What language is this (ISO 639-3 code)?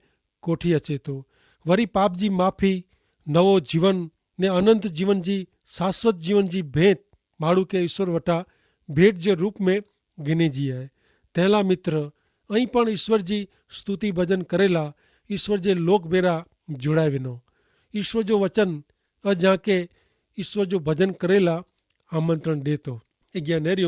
kfr